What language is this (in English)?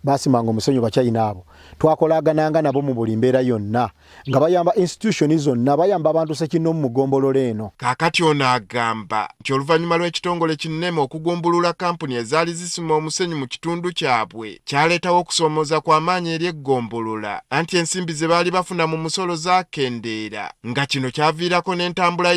Ganda